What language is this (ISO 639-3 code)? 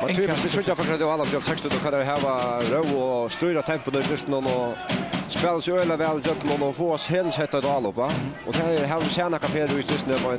fao